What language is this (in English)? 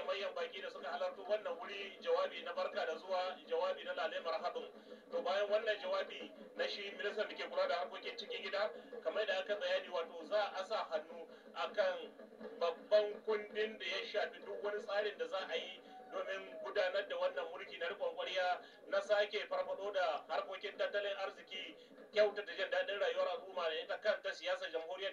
Hausa